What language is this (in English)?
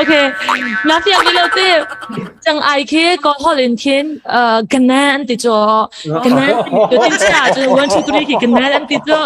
Hakha Chin